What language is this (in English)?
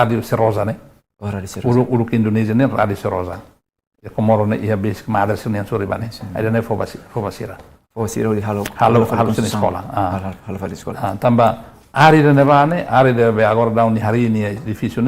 Tetum